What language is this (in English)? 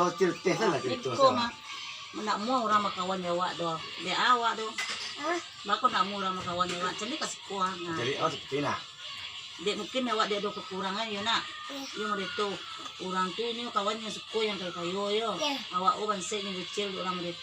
Minangkabau